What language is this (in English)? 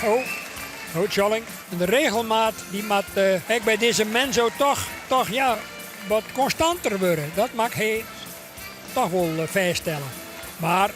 Western Frisian